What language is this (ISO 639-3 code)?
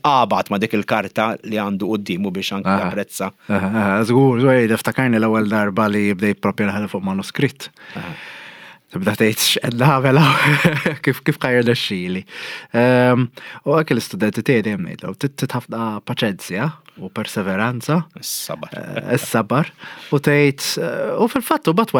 mlt